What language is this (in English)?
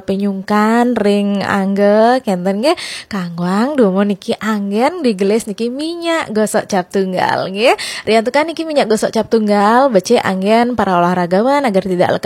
Balinese